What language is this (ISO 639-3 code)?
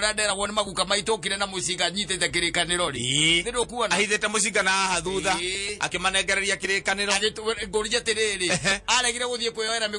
kik